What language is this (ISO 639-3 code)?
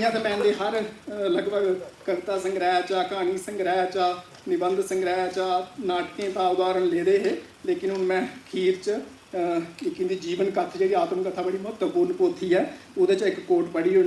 doi